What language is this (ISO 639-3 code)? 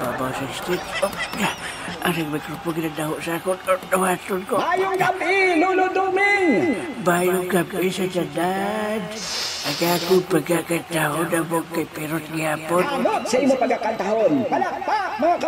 hil